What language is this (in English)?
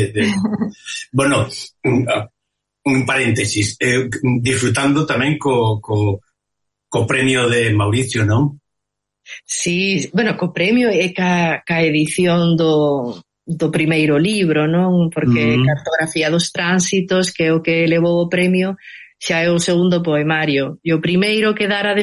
Galician